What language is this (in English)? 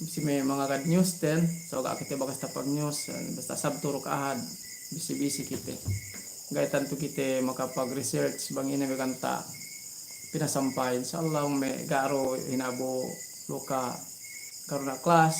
Yakan